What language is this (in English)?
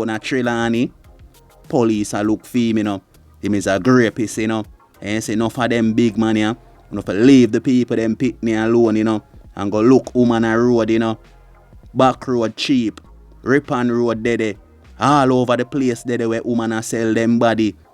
Jamaican Creole English